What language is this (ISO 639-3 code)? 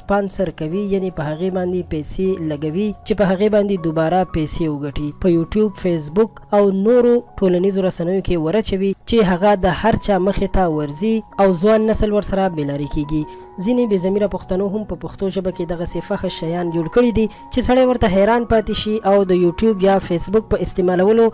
pus